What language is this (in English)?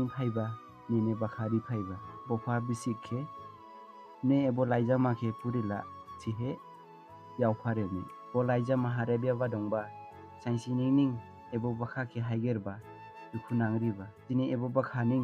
Dimasa